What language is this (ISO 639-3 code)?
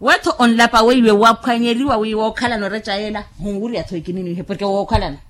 vmw